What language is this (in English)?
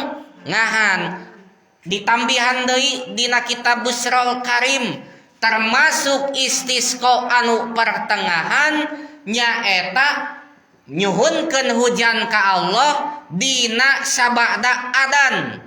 Sundanese